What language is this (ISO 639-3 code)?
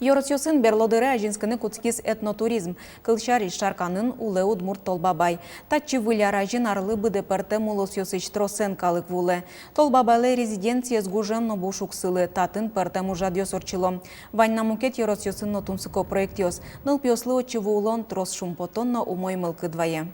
udm